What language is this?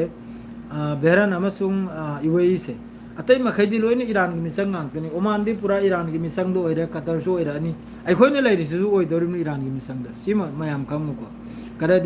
Manipuri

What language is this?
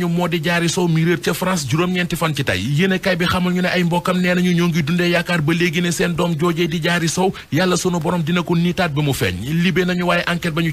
Wolof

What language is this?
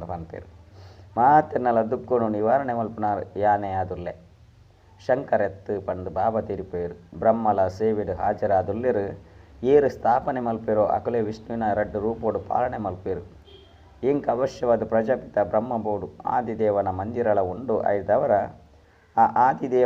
Tulu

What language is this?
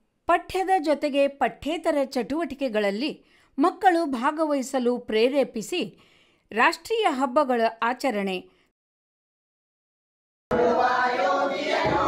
Kannada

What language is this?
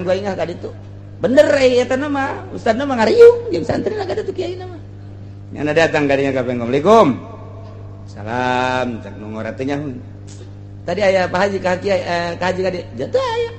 Sundanese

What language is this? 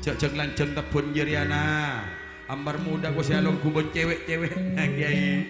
Madurese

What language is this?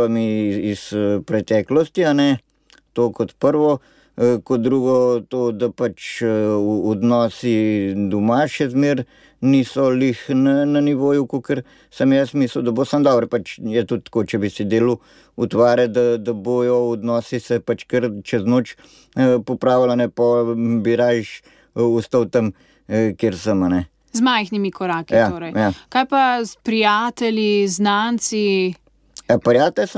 Slovenian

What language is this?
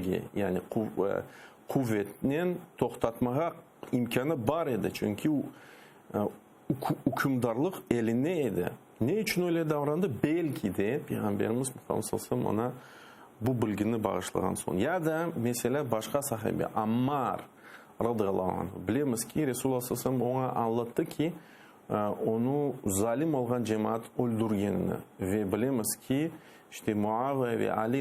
Crimean Tatar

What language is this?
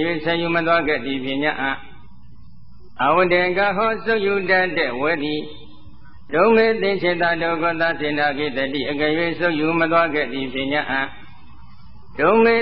Burmese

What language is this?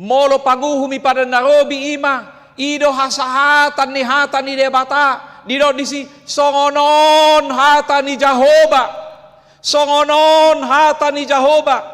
Batak Toba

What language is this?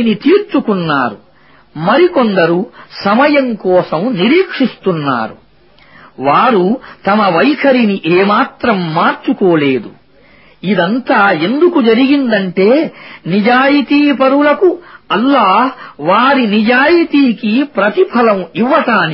Telugu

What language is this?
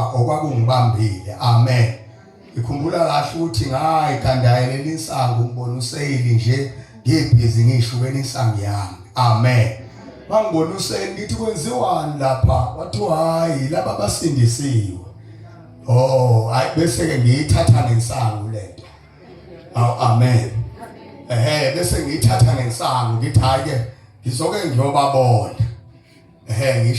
Zulu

